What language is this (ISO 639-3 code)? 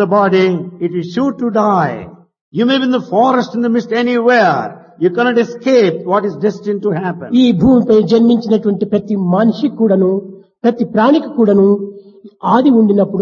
tel